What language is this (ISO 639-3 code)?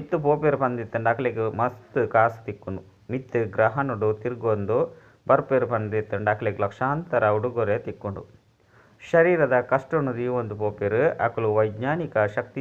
tcy